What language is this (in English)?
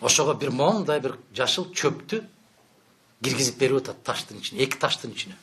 Kyrgyz